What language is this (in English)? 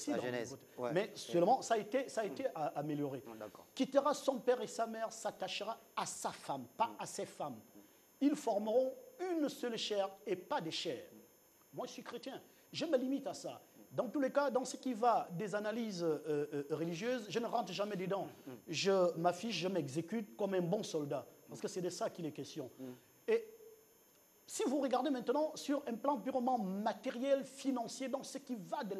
French